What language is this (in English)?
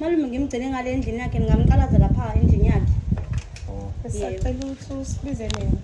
Zulu